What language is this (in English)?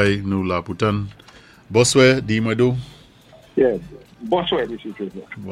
Saint Lucian Creole French